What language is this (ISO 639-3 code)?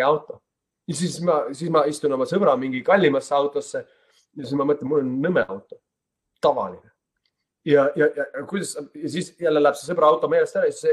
est